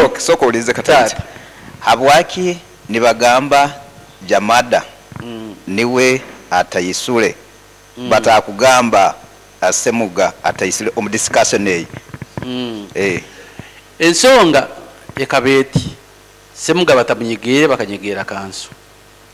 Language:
Nyoro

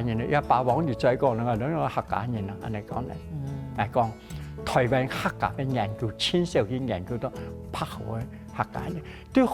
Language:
Hakka Chinese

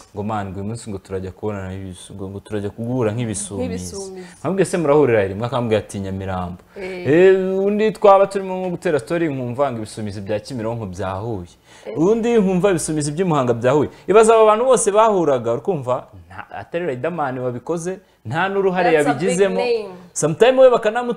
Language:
Kinyarwanda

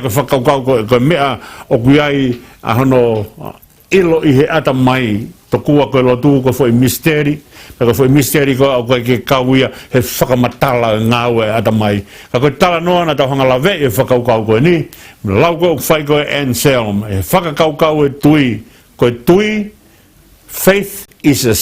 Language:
Tongan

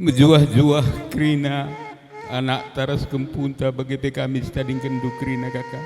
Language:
Batak Karo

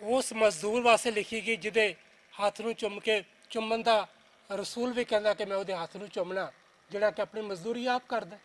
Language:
Western Panjabi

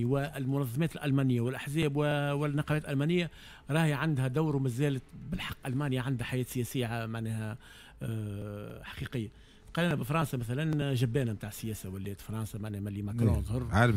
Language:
Tunisian Arabic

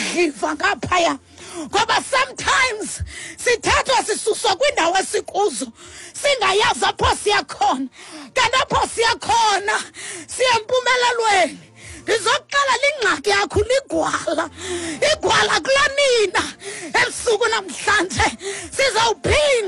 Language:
Xhosa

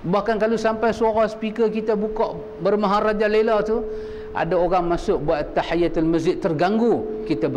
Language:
Malay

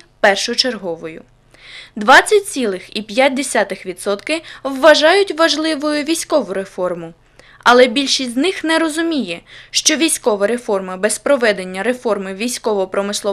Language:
Ukrainian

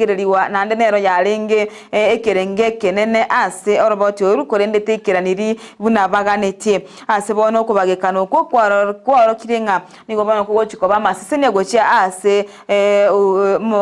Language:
Gusii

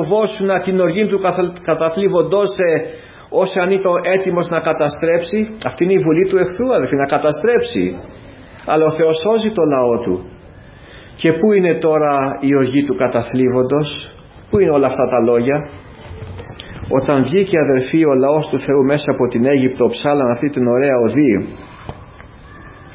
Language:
Greek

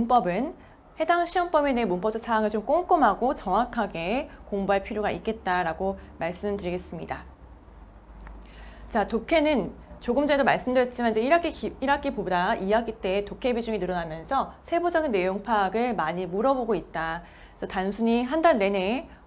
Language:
Korean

